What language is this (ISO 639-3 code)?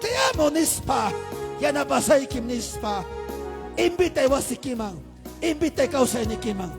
quy